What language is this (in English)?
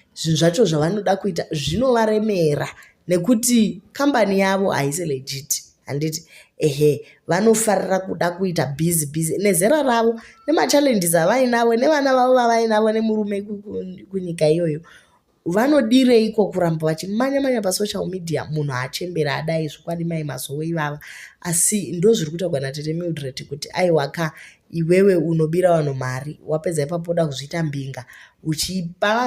Shona